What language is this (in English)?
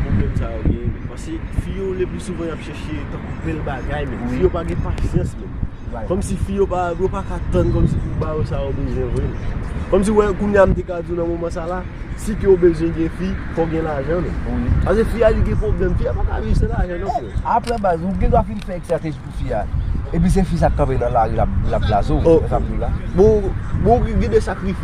Haitian Creole